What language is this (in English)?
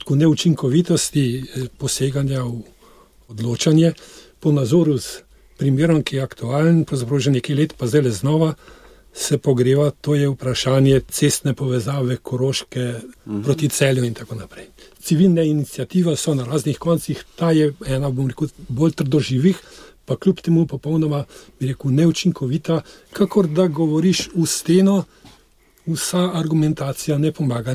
Slovenian